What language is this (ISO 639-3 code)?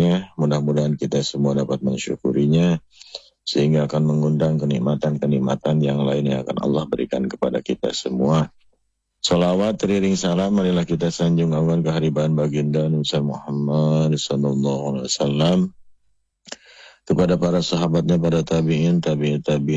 ind